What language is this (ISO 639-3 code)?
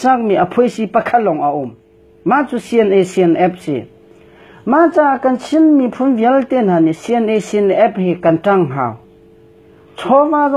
cnh